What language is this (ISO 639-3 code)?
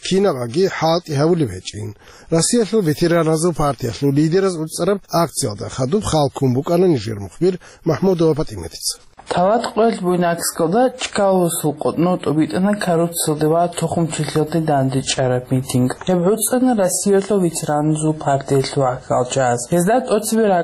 ava